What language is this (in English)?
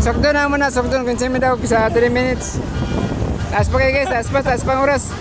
Cebuano